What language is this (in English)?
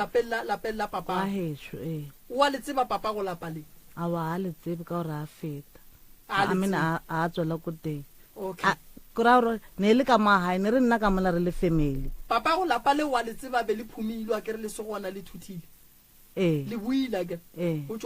Northern Sotho